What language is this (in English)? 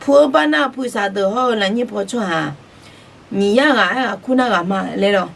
Akha